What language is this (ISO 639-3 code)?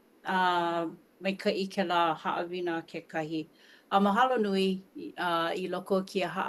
haw